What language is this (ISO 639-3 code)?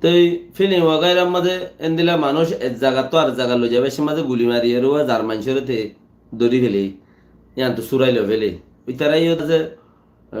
rhg